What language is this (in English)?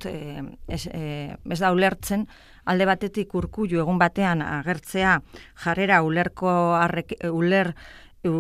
Basque